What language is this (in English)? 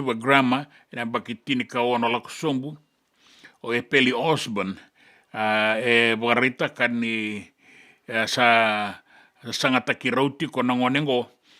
Fijian